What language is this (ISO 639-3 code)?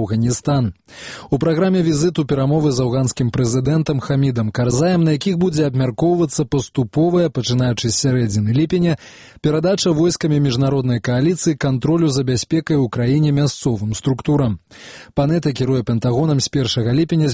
bel